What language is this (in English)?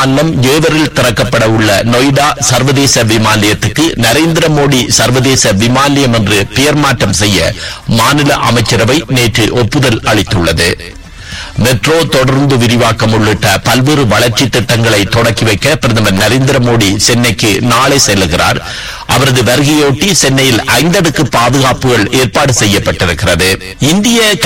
Tamil